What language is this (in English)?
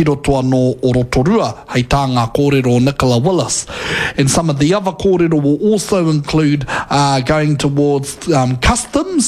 Māori